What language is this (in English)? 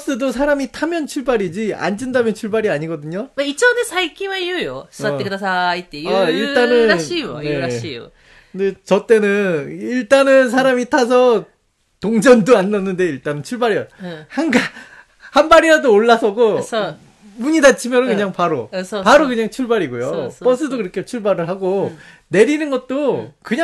Korean